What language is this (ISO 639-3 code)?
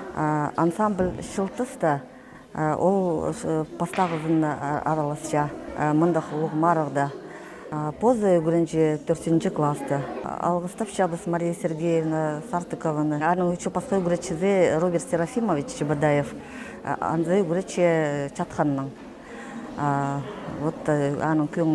kjh